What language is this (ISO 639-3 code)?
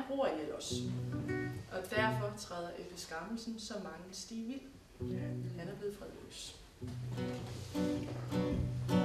dan